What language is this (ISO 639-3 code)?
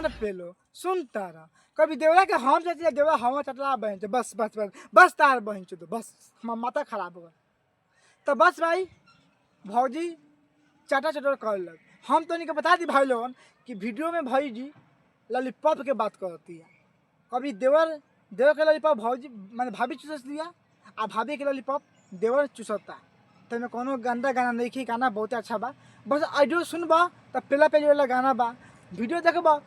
bho